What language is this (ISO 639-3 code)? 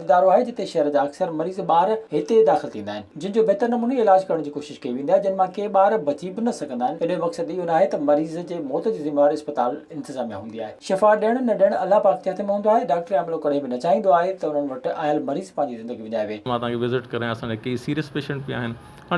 snd